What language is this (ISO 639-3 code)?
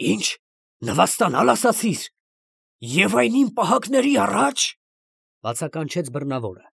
hye